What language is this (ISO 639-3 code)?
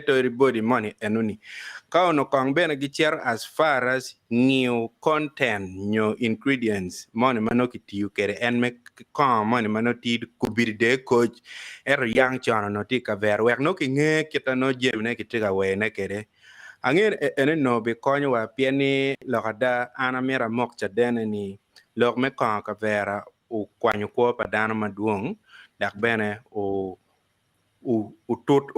ach